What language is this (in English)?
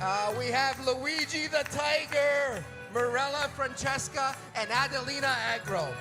Sicilian